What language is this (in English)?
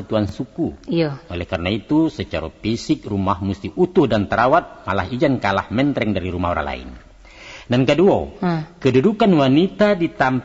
Minangkabau